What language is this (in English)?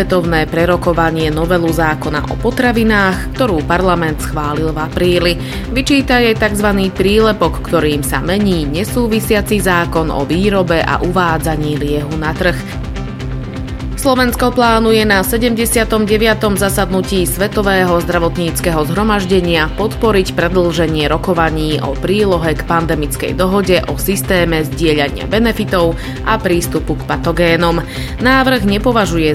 Slovak